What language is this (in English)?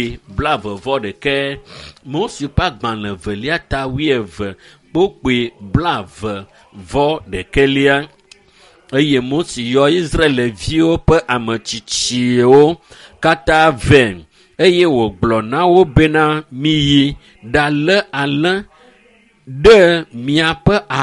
Ewe